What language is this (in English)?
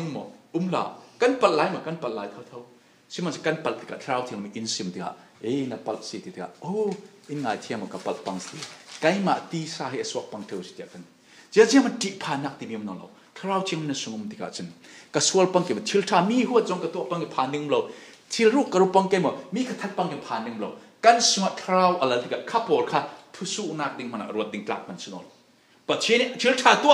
Falam Chin